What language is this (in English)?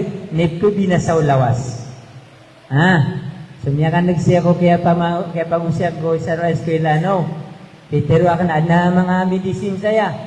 Maranao